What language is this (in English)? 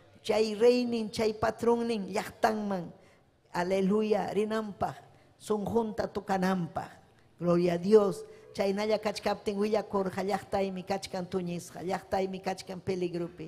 Ayacucho Quechua